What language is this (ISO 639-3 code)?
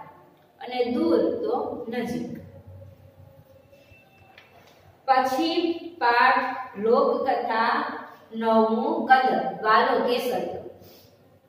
guj